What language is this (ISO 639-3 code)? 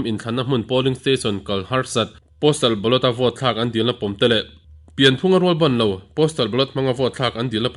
lus